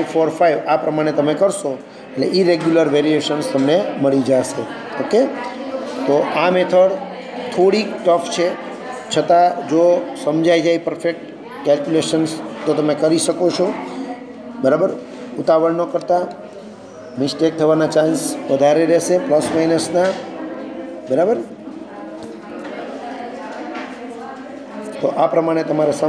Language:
Gujarati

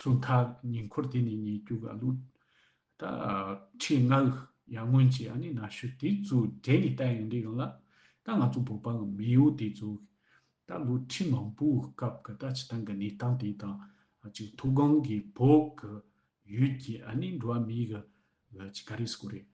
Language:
Tibetan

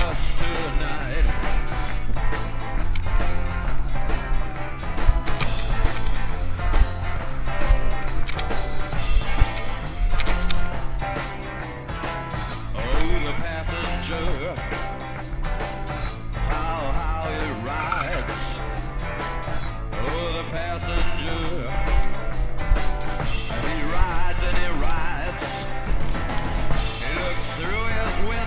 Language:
English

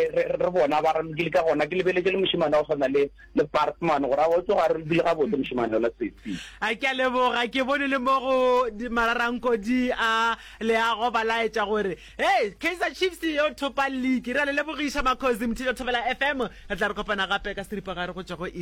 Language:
Northern Sotho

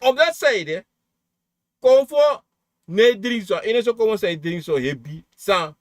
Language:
Sranan Tongo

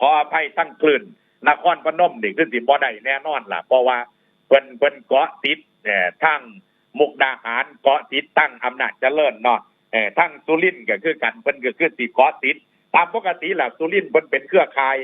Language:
Northeastern Thai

